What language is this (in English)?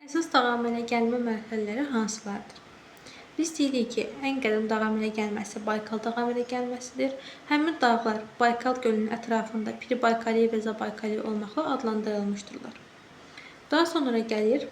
Azerbaijani